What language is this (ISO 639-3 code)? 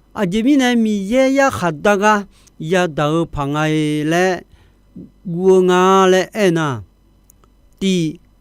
ahk